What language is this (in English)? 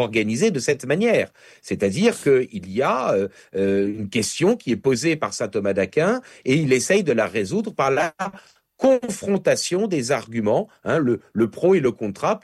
French